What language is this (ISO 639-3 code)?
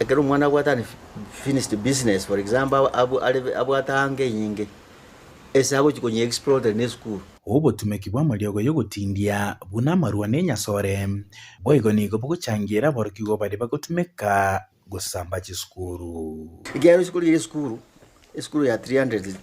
guz